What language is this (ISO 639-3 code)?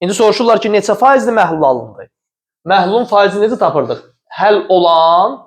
aze